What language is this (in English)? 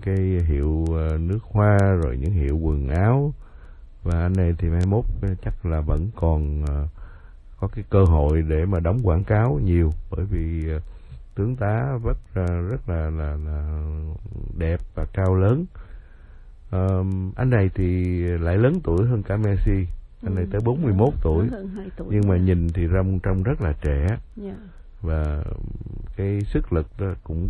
Vietnamese